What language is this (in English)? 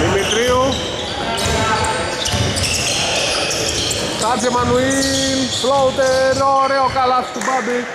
Greek